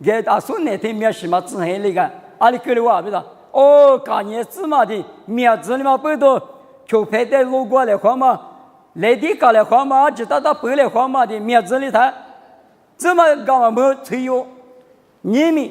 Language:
Lisu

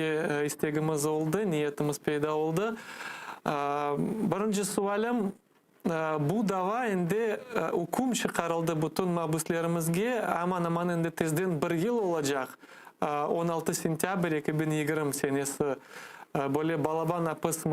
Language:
Crimean Tatar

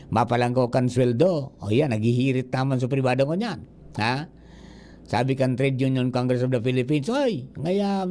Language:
Bikol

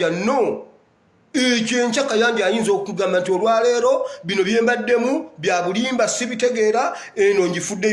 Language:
Ganda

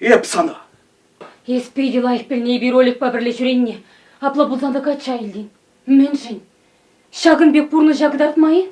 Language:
Chuvash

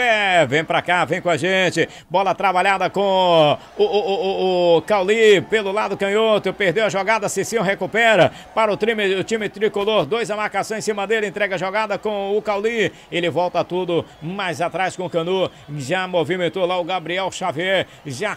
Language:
Portuguese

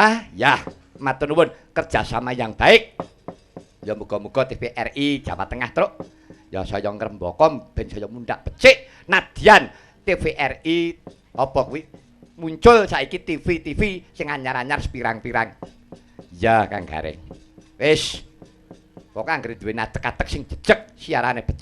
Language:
Javanese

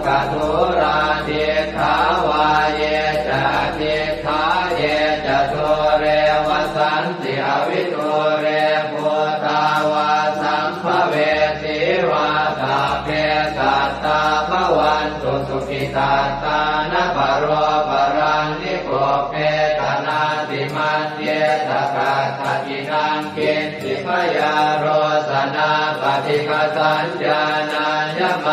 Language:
Pali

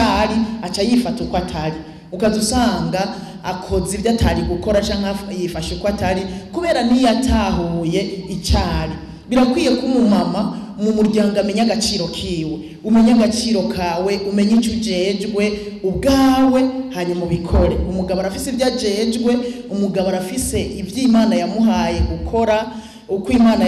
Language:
Rundi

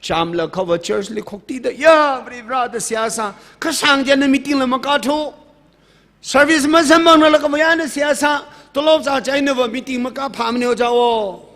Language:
Tangkhul Naga (India)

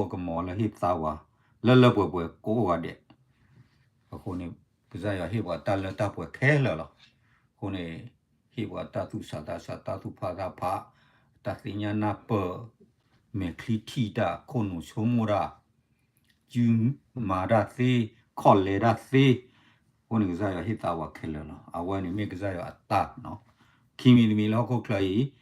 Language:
S'gaw Karen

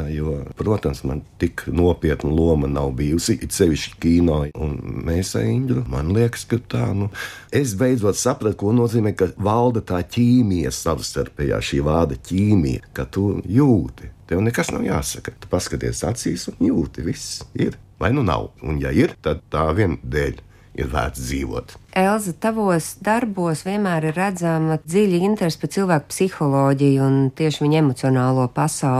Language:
Latvian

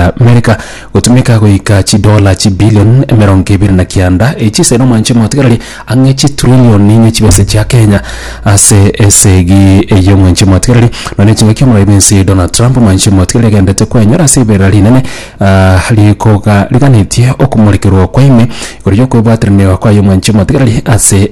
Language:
Gusii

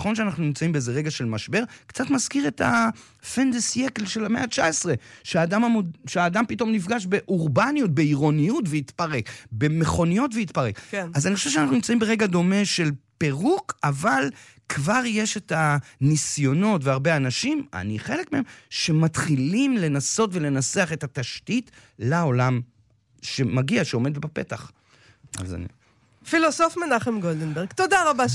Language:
Hebrew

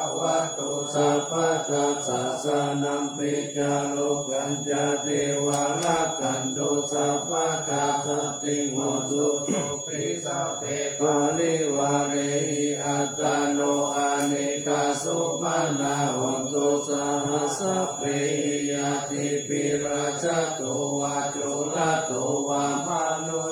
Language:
Pali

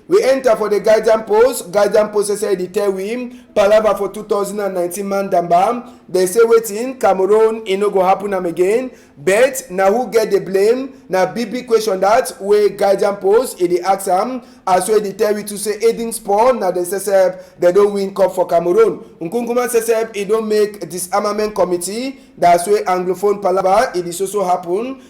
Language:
Cameroon Pidgin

